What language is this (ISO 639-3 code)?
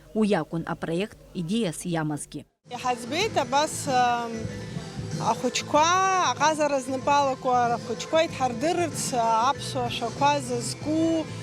abk